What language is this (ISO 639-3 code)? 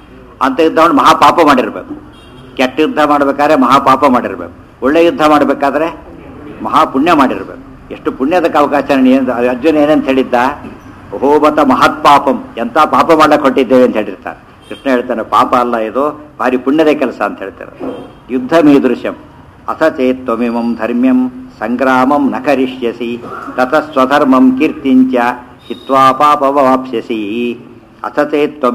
kan